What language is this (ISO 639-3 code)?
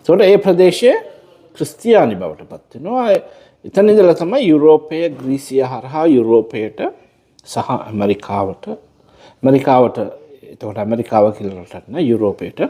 sin